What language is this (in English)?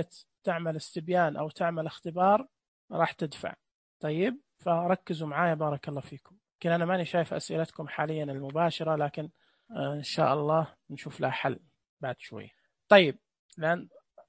Najdi Arabic